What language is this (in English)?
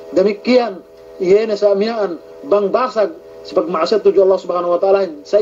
Yakan